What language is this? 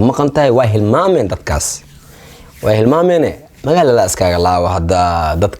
Somali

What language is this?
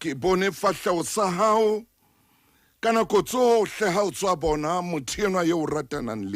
Southern Sotho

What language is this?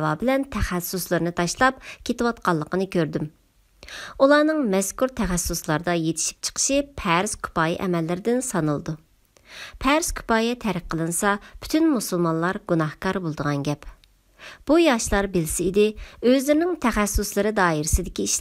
Uyghur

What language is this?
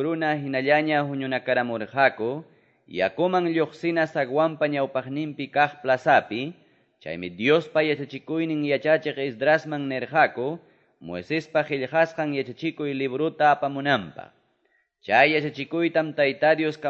Quechua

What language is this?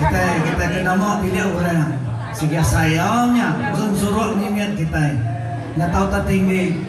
Iban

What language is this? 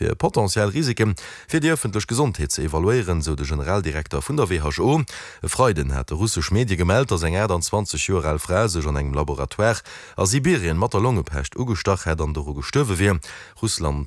Luxembourgish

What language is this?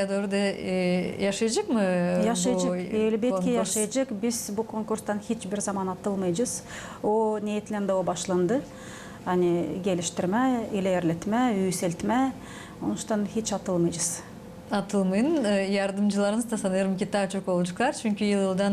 Gagauz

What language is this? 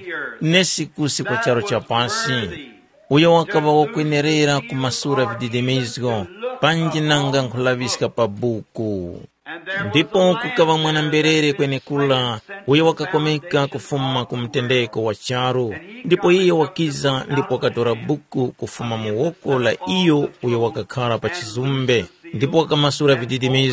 Tumbuka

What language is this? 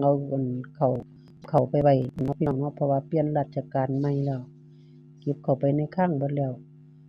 Lao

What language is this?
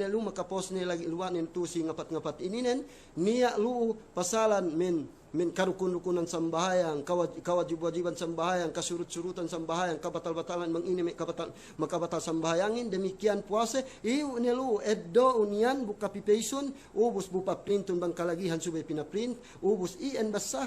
Yakan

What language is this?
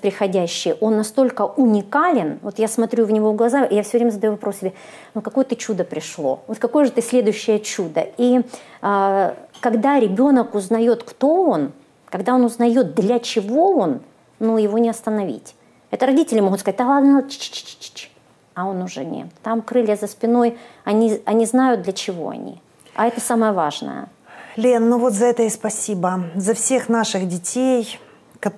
Russian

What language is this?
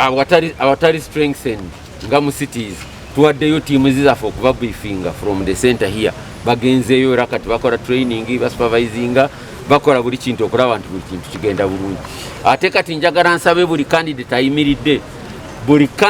Ganda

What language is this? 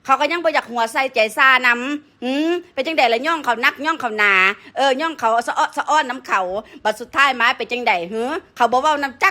Northeastern Thai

